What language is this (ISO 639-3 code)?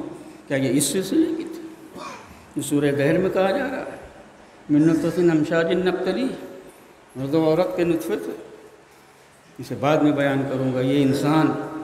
urd